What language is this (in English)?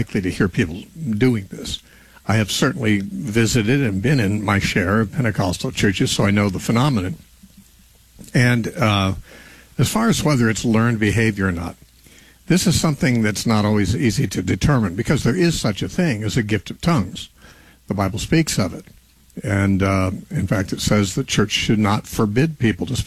English